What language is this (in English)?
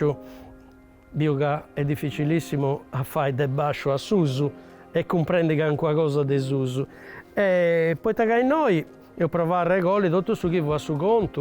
Sardinian